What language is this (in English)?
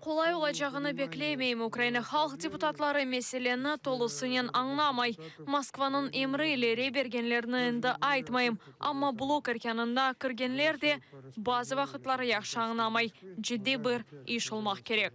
Crimean Tatar